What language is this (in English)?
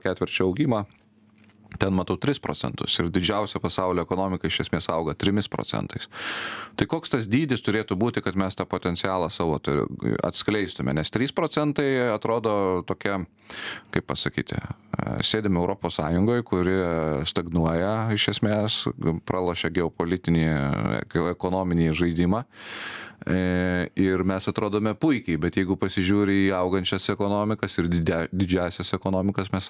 Lithuanian